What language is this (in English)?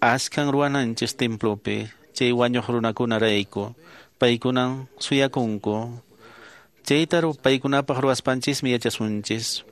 Quechua